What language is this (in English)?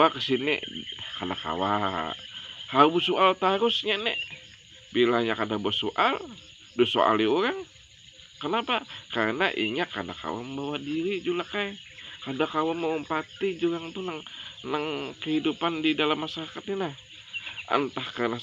Banjar